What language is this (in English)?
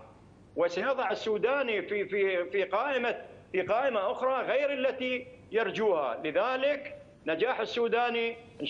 Arabic